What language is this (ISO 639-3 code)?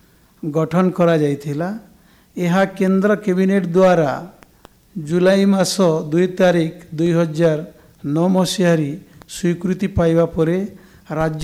ori